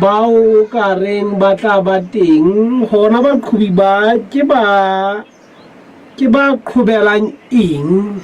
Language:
Southern Sotho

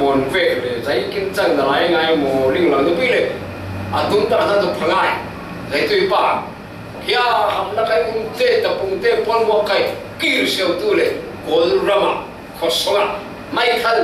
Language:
Falam Chin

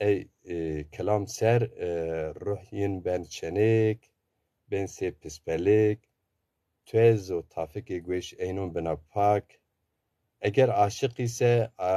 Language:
Zaza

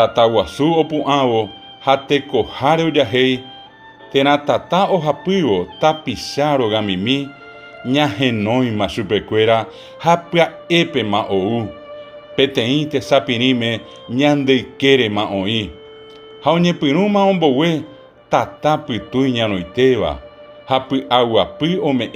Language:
Guarani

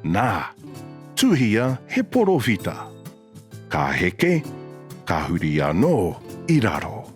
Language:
Māori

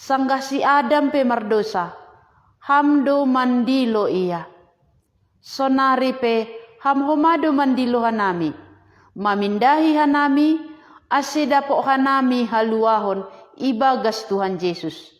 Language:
Batak Simalungun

